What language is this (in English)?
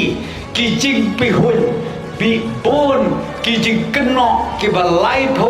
Khasi